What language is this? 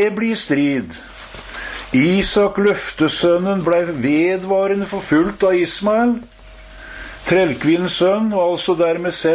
Norwegian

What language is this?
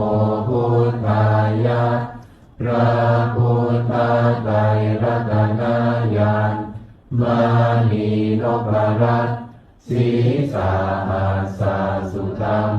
Pali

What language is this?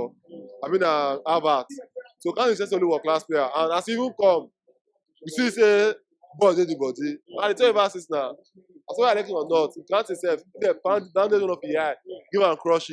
Nigerian Pidgin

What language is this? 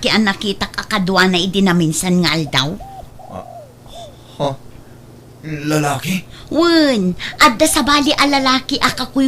Iloko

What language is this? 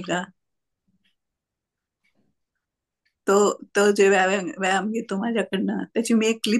Marathi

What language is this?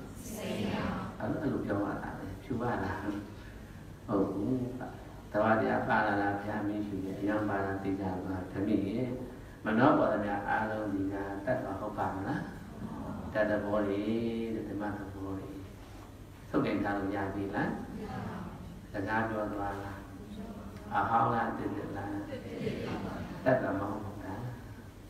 Burmese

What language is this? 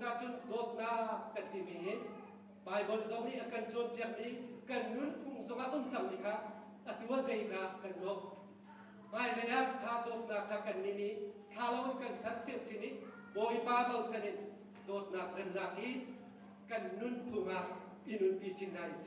Hakha Chin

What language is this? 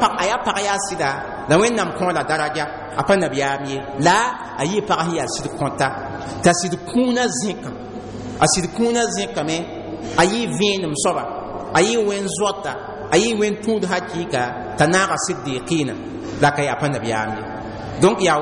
Mossi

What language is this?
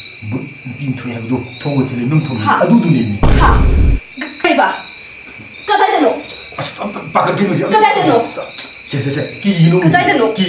Manipuri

